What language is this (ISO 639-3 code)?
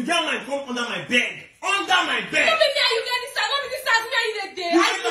pcm